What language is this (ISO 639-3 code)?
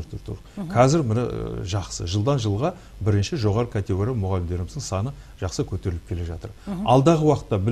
kaz